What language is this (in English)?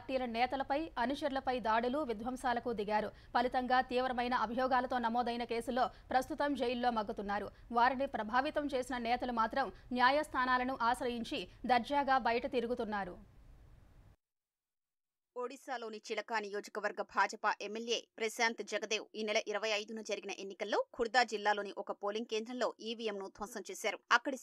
Telugu